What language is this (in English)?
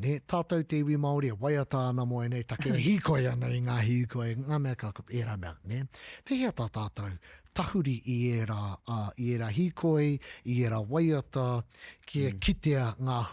Māori